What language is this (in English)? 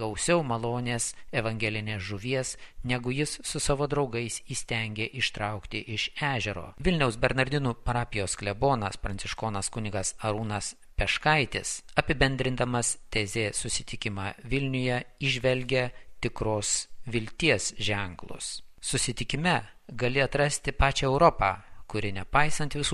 Lithuanian